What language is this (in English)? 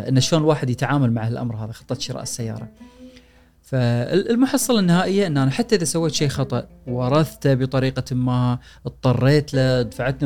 Gulf Arabic